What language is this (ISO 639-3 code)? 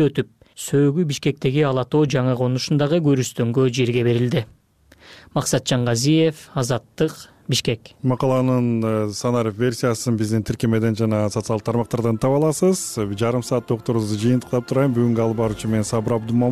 kir